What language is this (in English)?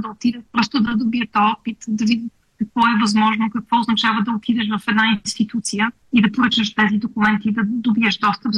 Bulgarian